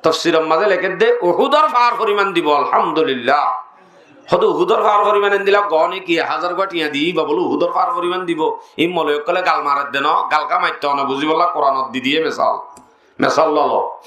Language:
Rohingya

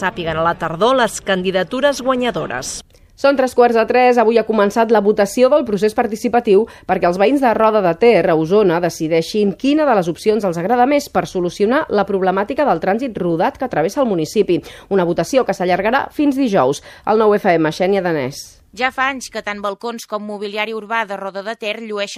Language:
Catalan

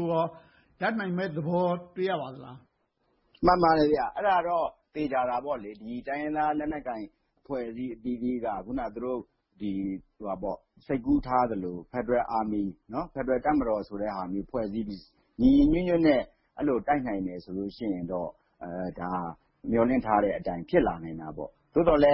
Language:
Burmese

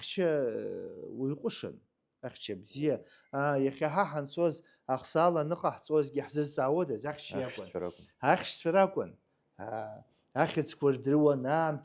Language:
Abkhazian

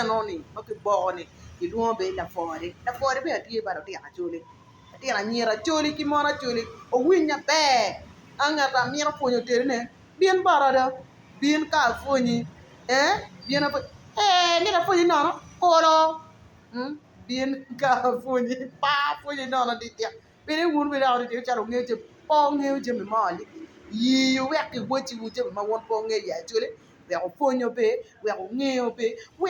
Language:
Acoli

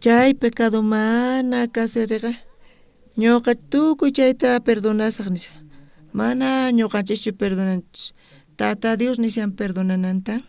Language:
South Bolivian Quechua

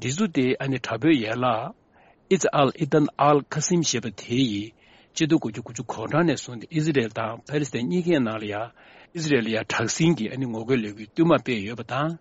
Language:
Tibetan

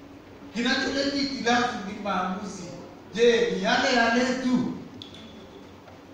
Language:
Swahili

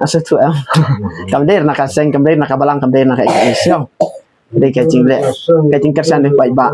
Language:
Khasi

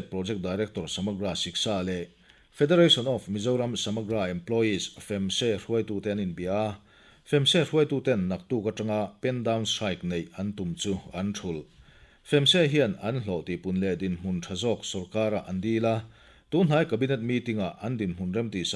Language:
Mizo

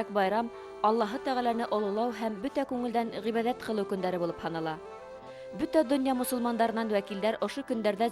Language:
Bashkir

